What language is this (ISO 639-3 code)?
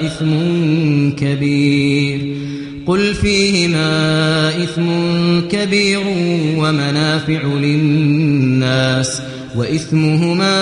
kas